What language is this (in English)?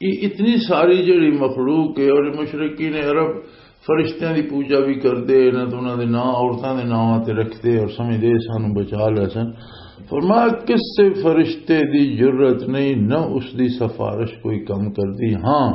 Western Panjabi